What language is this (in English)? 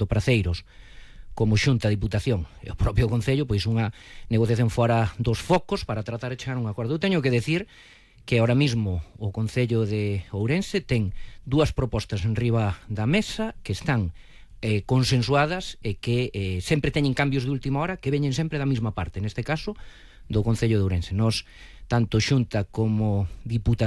Galician